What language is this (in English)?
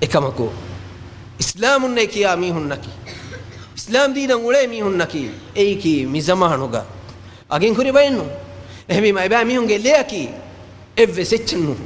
Divehi